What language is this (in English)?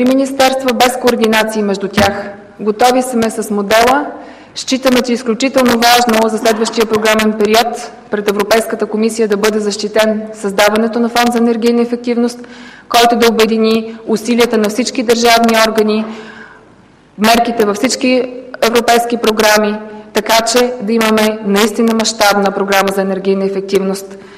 Bulgarian